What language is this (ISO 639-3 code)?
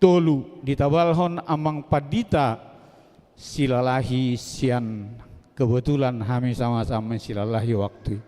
bbc